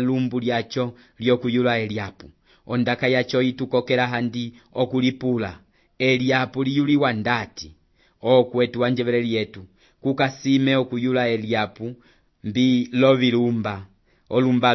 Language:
Umbundu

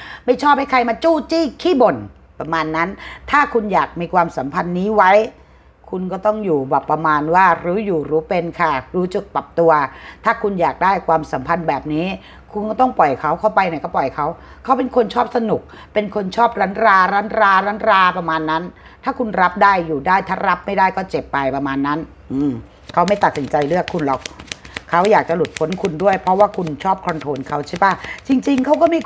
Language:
Thai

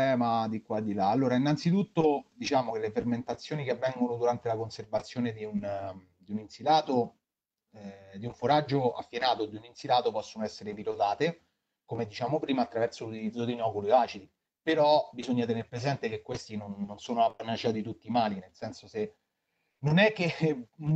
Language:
Italian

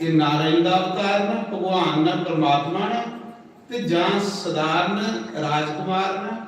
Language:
Dogri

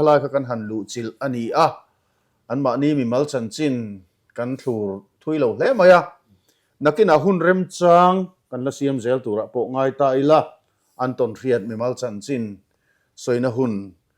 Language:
Mizo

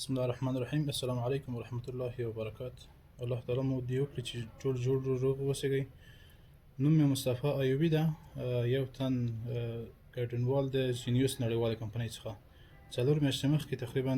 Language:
Pashto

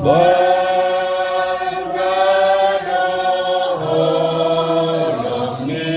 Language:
Batak Toba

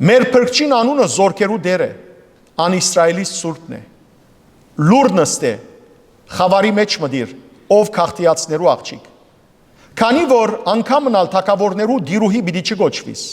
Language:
Western Armenian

